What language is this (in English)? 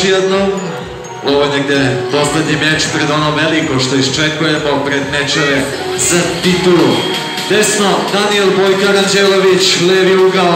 Serbian